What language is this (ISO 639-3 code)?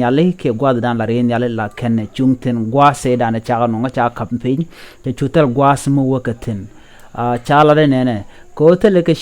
nus